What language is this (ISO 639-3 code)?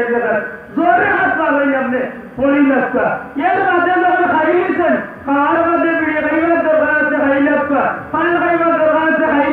syl